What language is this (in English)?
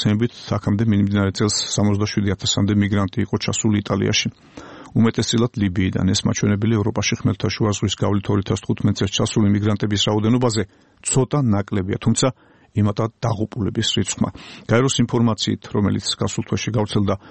Georgian